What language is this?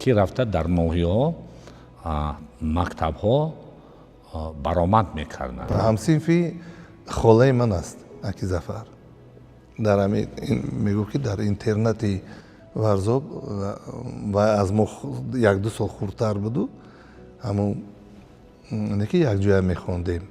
Tajik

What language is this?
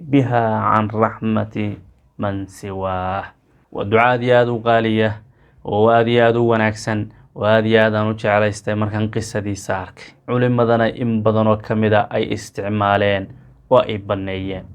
Somali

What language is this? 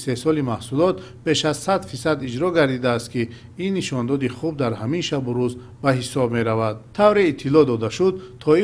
Tajik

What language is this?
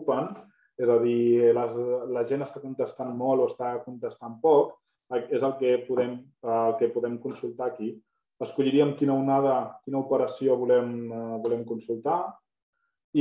Catalan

